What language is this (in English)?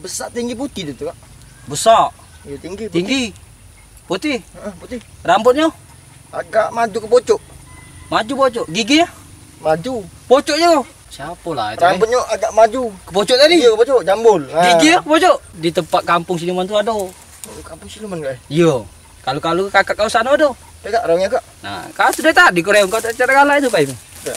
Musi